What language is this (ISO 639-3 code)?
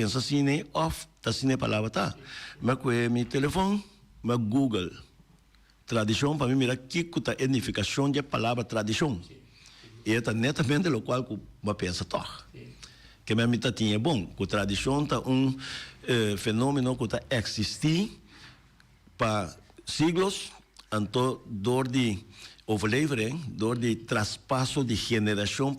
pap